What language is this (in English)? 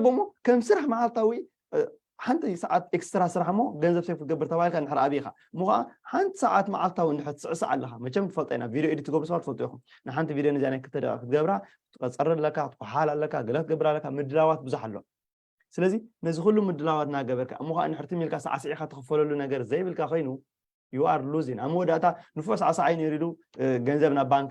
Tigrinya